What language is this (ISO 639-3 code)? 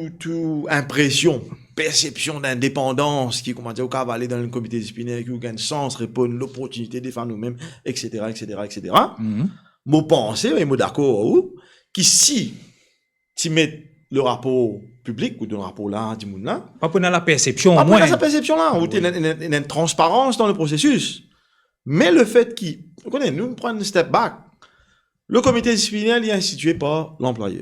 mfe